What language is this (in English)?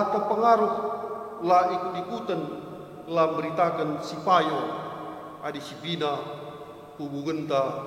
Batak Karo